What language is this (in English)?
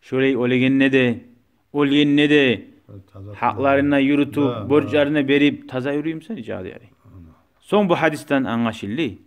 Kumyk